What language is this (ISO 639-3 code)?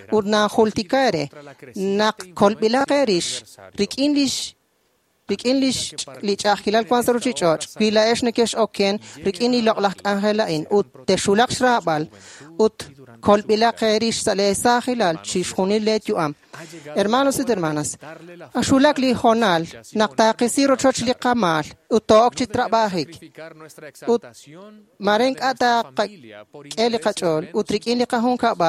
kek